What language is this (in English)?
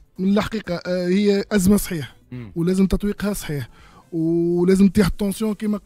Tunisian Arabic